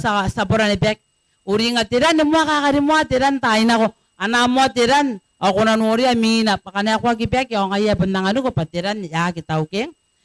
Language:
Gilbertese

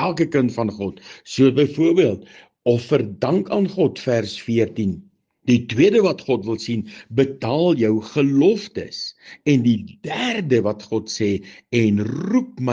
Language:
Afrikaans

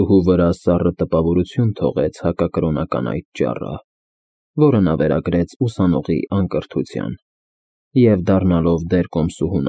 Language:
Armenian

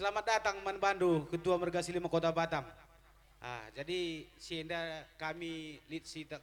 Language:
Batak Karo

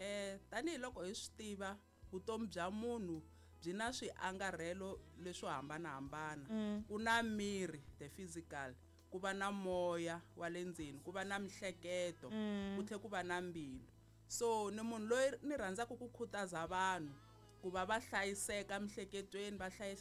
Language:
Tsonga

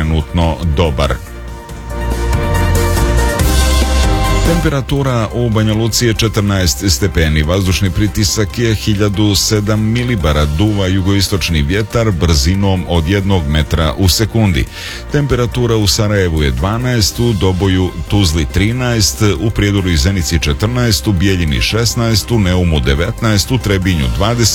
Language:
Serbian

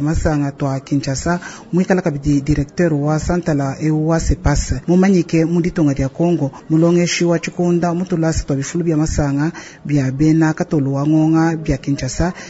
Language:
Luba-Lulua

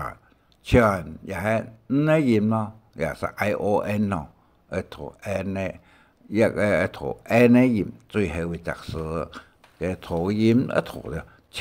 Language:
Hakka Chinese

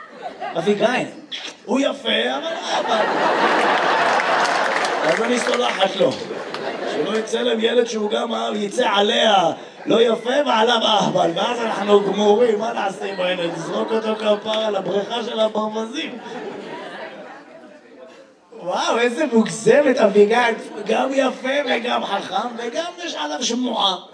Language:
Hebrew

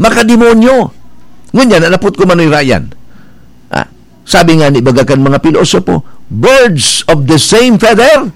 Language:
Bikol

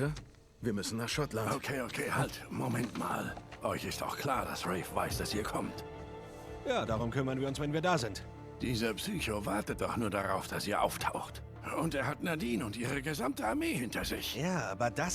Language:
Swiss German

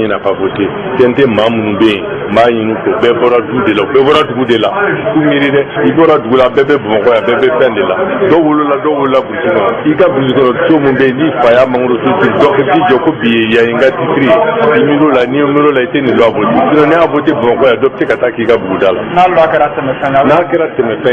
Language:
Bambara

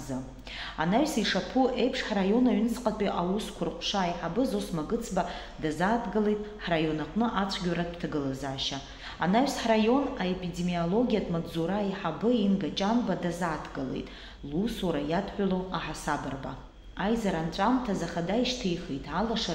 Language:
Abkhazian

